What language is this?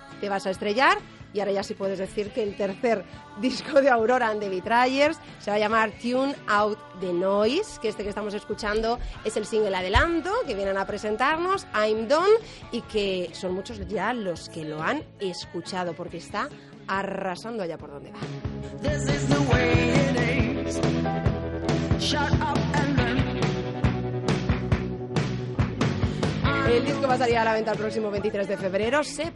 Spanish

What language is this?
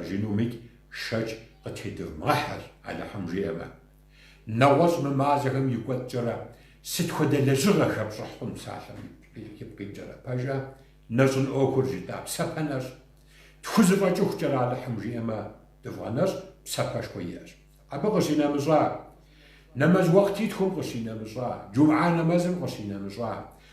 Kabardian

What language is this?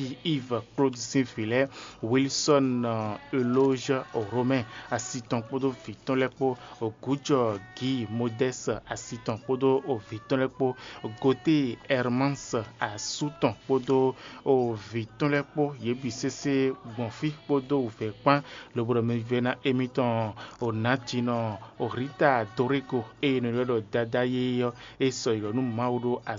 Fon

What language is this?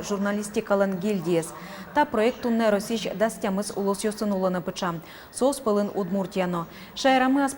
Udmurt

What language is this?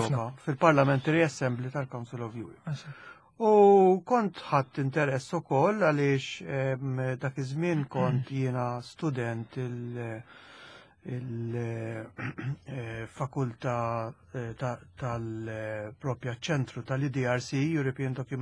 Maltese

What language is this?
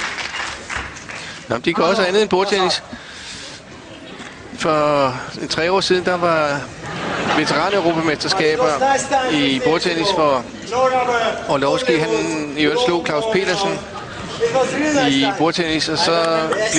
Danish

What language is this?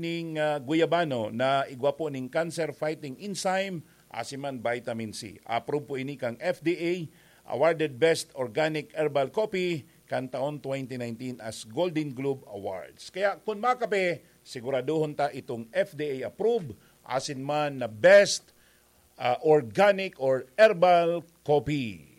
Bikol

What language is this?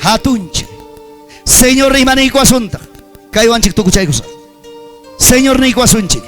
Ayacucho Quechua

